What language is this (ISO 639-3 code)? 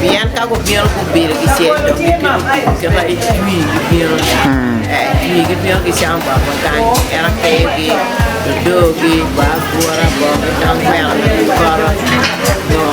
ach